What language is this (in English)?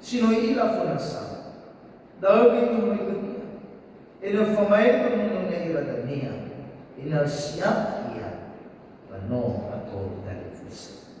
Nias